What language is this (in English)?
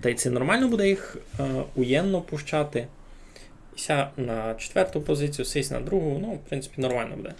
Rusyn